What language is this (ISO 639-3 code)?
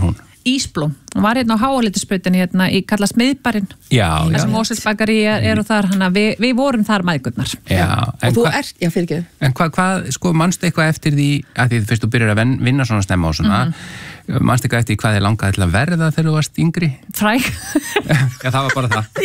isl